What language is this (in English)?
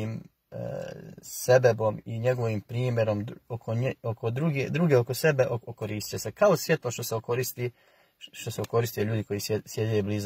Bosnian